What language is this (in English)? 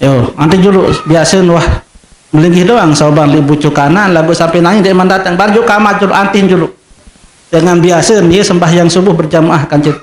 Sasak